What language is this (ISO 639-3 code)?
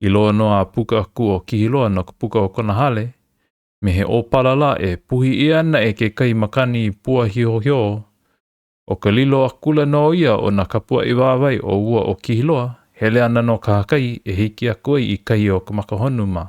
haw